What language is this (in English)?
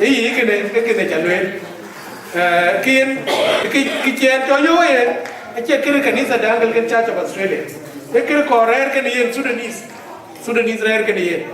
Dinka